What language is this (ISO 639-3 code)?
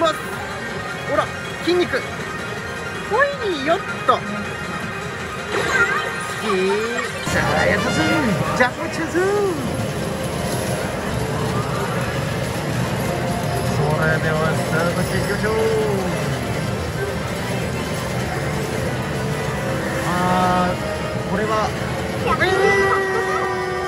jpn